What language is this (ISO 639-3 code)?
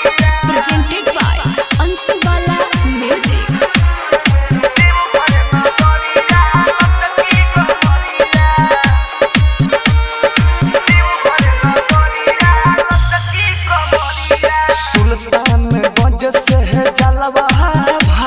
bho